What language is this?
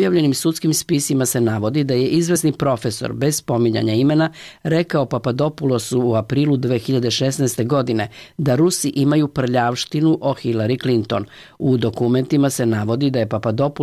Serbian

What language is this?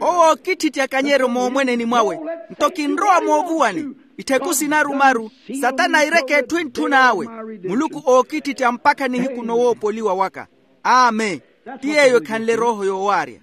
Makhuwa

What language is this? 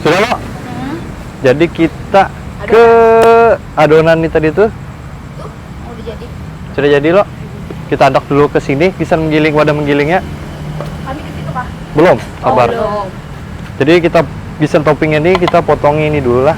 Banjar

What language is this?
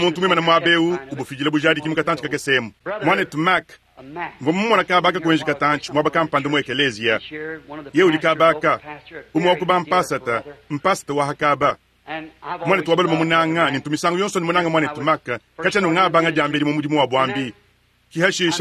Luba-Lulua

